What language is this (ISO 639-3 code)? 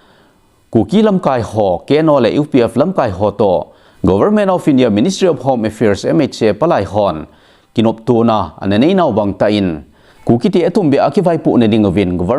tcz